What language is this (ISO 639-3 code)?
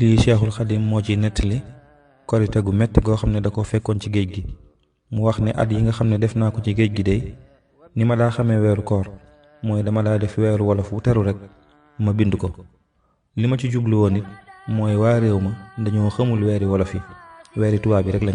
wol